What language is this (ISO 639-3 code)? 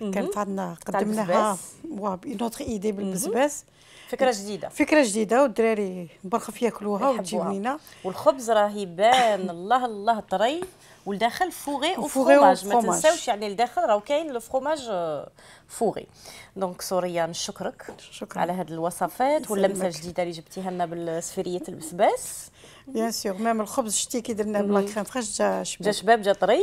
arq